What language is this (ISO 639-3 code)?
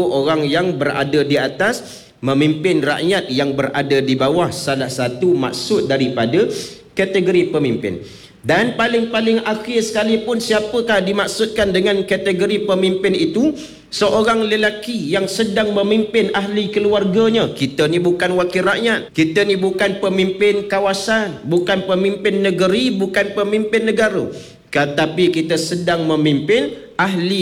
msa